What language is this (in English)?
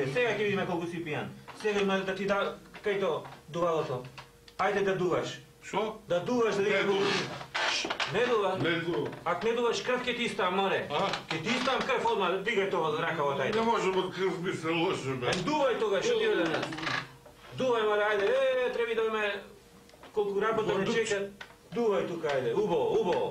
Macedonian